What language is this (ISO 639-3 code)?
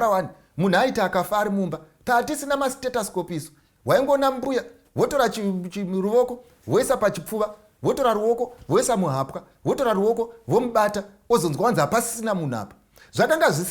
sna